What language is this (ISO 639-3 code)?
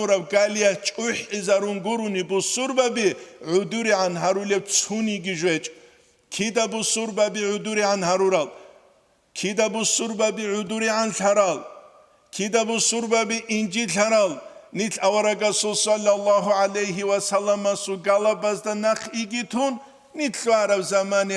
ava